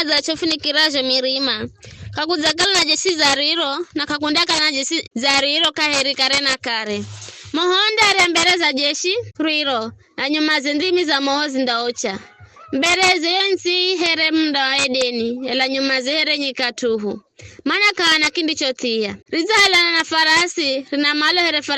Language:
Giryama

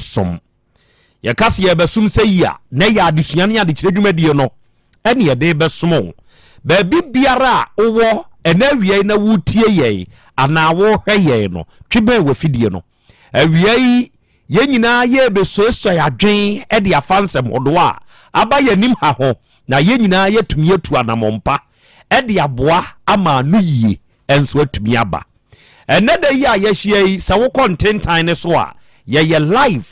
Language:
Akan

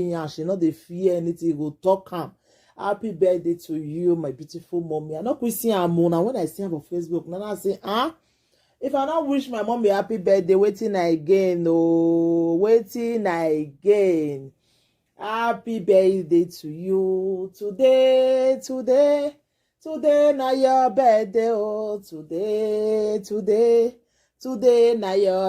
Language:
Nigerian Pidgin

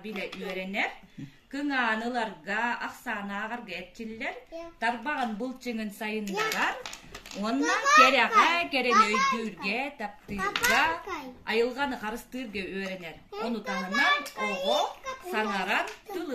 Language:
Yakut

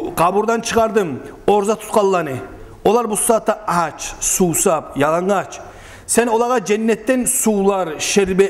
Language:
Kumyk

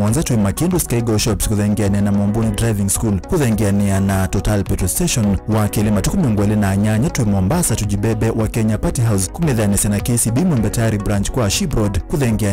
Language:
Kamba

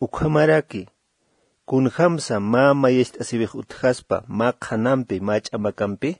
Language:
Aymara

